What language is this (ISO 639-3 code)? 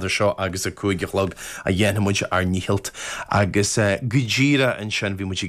gle